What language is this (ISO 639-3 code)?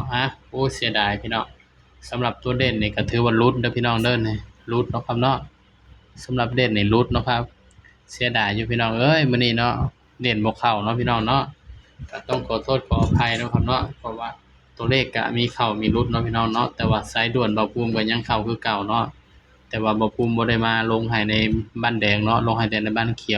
tts